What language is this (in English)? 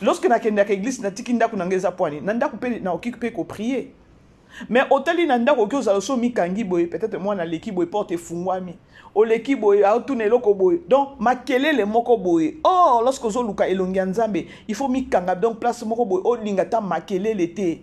Lingala